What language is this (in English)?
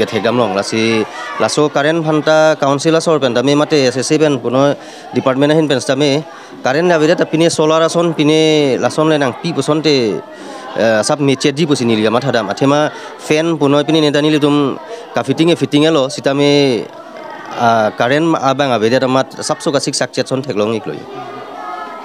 Karbi